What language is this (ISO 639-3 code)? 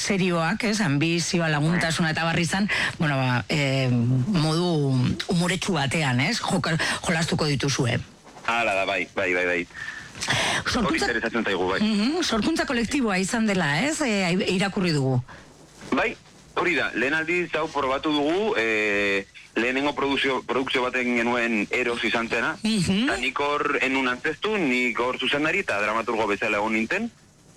eus